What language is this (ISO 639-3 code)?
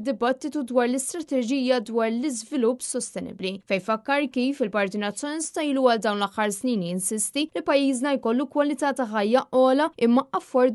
mlt